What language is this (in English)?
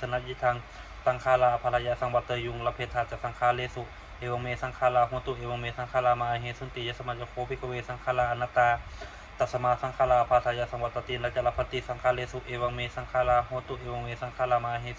Pali